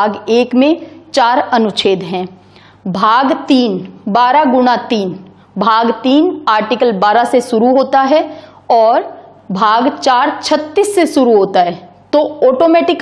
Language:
Hindi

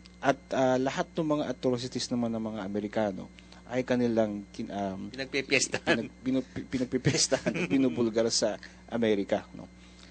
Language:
Filipino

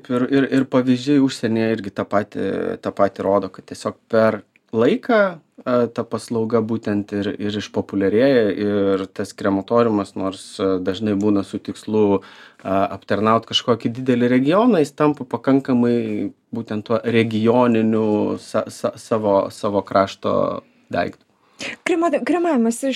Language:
Lithuanian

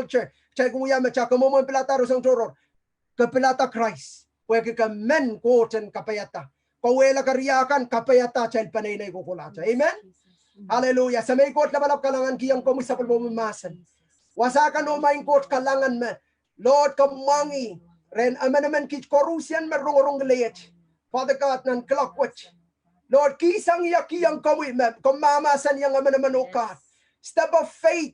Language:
Pohnpeian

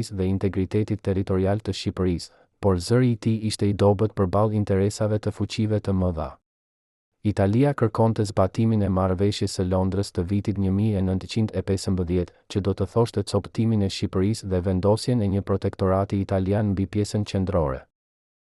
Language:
Albanian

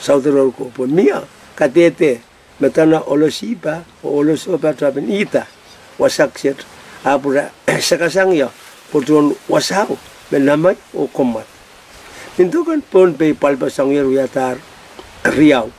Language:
Pohnpeian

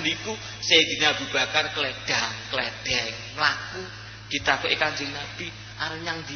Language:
Javanese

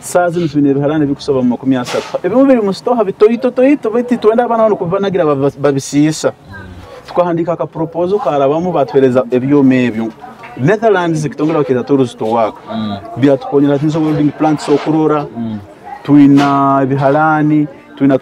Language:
Nyoro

